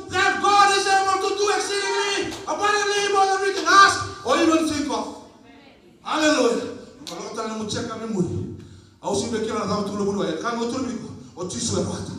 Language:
Fijian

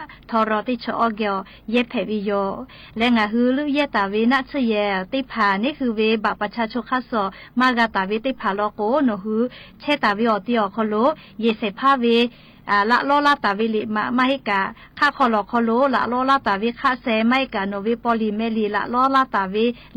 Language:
Lahu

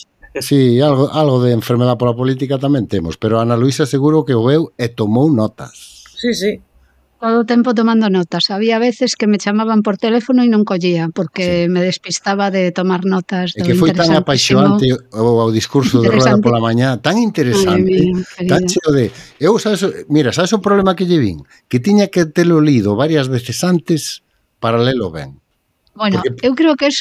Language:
Galician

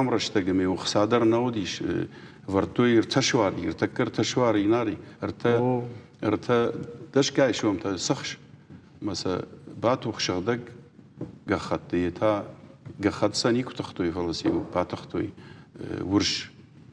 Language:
Ossetic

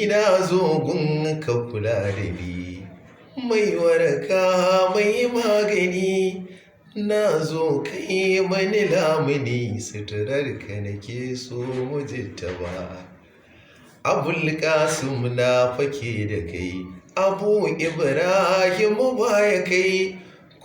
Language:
Hausa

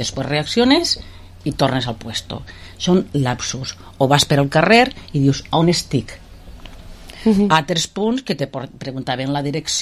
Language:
Catalan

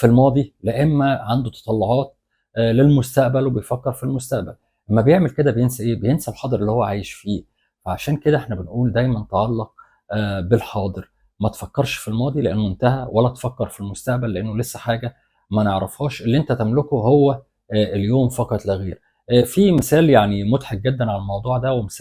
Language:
Egyptian Arabic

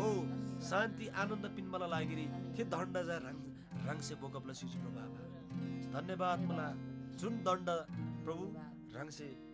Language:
Eastern Tamang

